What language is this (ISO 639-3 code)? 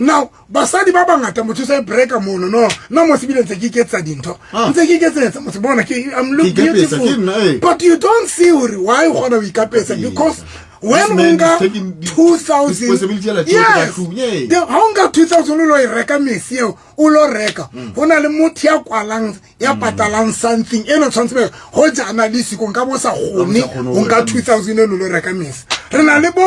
sot